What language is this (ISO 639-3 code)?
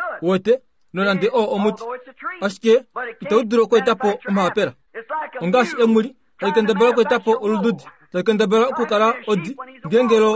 kua